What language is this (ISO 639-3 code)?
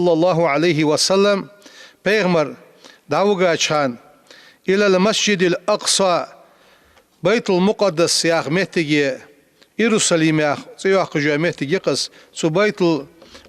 inh